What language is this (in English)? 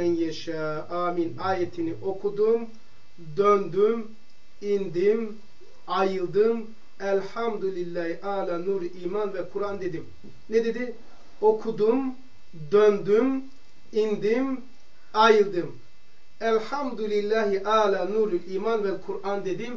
Turkish